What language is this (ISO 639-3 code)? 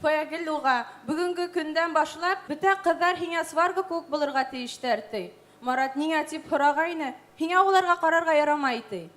bak